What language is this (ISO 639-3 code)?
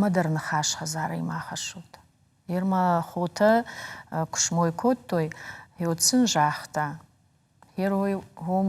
oss